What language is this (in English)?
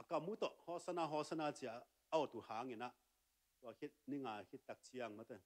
Tedim Chin